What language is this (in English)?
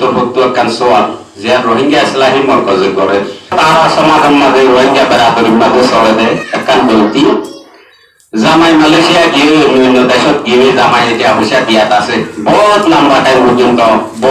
Rohingya